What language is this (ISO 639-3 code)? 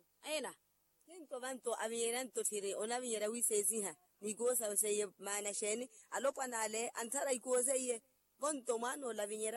vmw